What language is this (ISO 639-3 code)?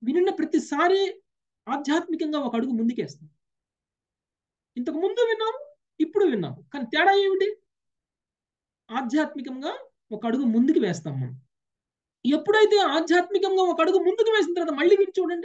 tel